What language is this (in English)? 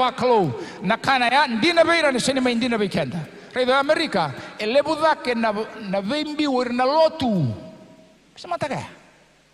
Fijian